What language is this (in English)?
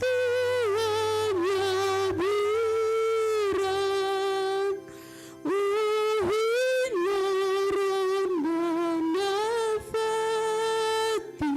Tetum